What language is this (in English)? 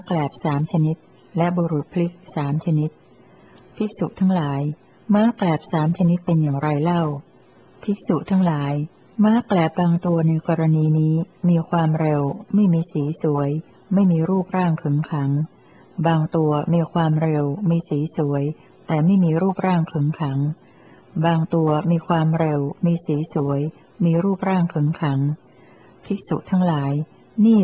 Thai